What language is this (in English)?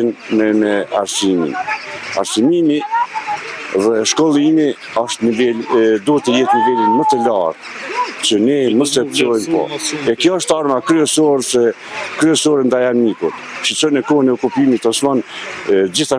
Albanian